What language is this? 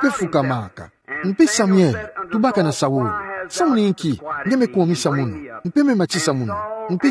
Kituba (Democratic Republic of Congo)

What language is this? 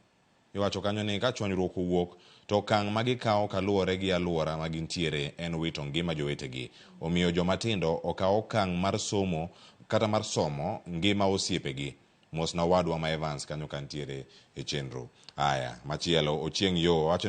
Luo (Kenya and Tanzania)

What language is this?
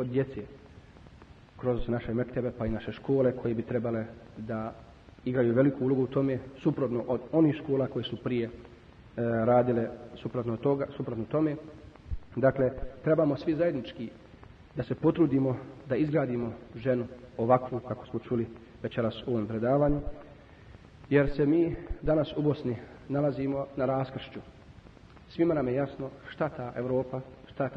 Bosnian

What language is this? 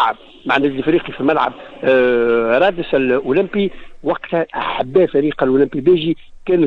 Tunisian Arabic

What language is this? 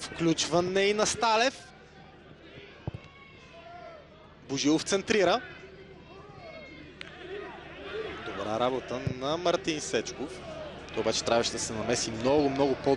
Bulgarian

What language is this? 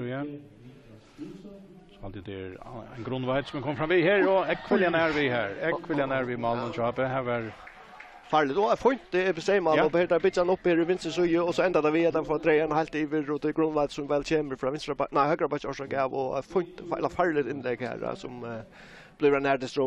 Faroese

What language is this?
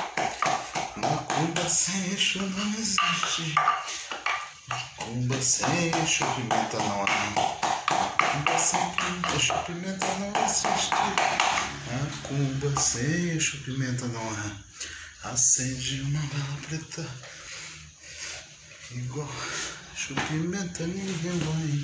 Portuguese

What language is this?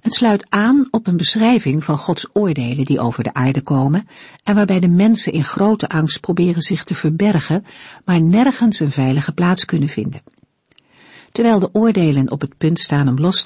Dutch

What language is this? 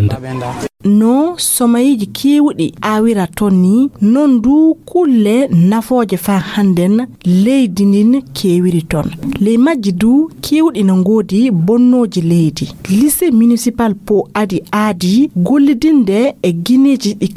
Fula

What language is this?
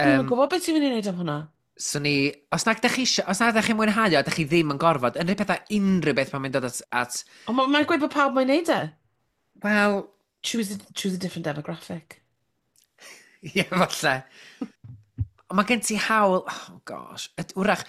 Welsh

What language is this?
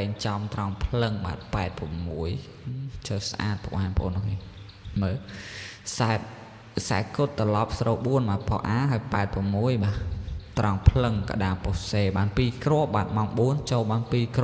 Khmer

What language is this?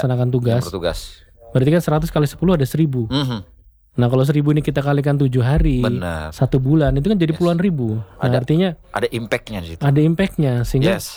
Indonesian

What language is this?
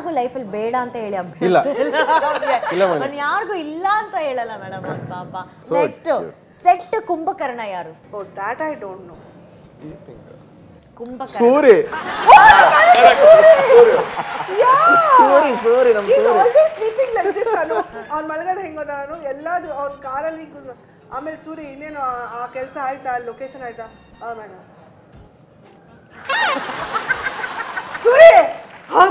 Kannada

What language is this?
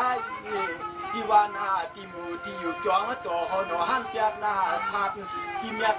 Shan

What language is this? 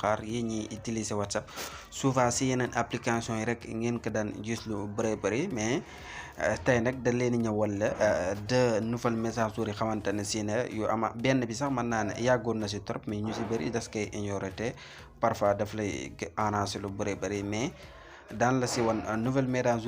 Wolof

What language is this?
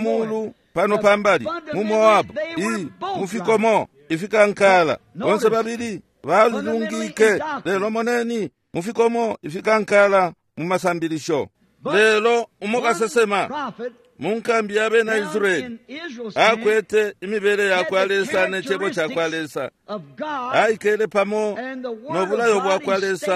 Bemba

